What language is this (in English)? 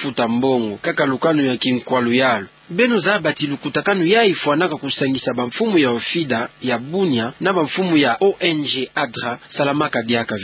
Kituba (Democratic Republic of Congo)